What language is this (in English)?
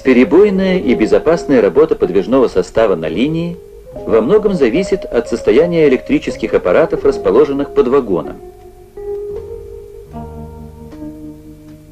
Russian